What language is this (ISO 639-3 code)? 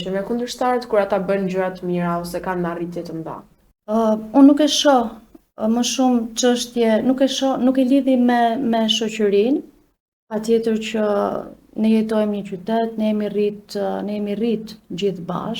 sqi